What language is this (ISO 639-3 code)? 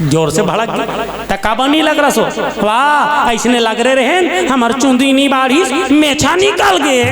hne